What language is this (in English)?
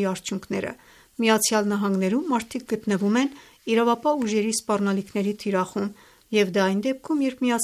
Armenian